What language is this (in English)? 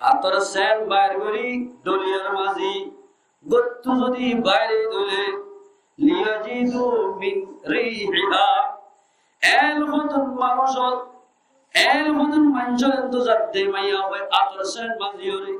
Rohingya